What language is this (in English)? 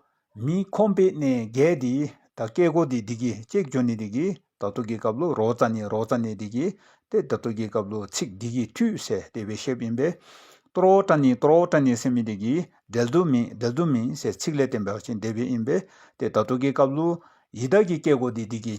Dzongkha